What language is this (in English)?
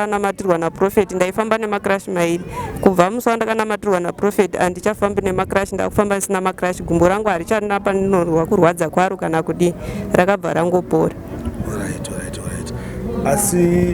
Shona